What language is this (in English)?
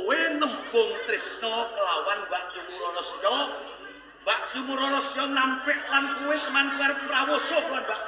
Javanese